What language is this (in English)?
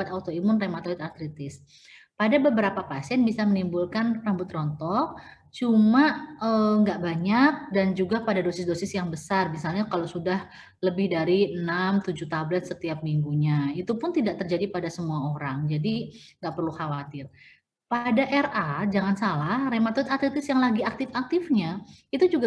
Indonesian